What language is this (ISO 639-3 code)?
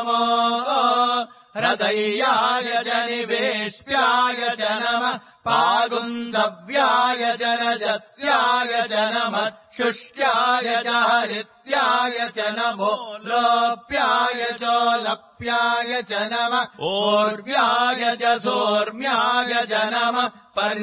san